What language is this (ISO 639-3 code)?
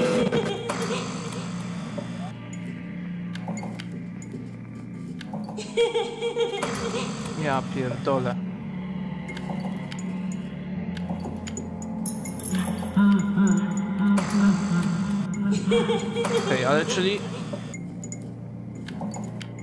pol